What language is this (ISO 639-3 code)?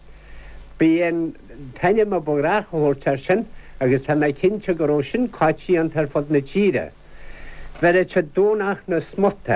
gle